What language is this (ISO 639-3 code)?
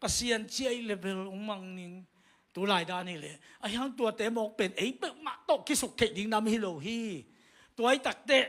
ctd